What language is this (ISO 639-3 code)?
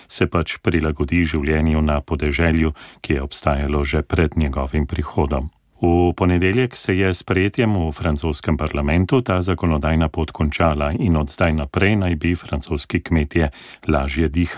slv